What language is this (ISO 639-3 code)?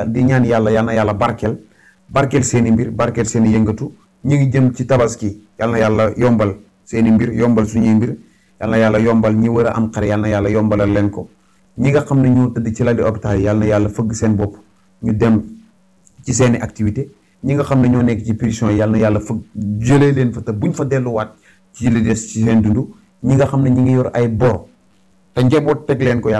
wol